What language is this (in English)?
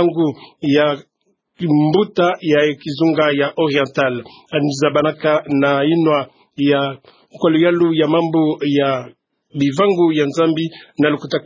Kituba (Democratic Republic of Congo)